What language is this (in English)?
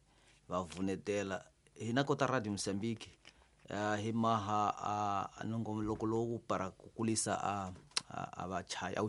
Tsonga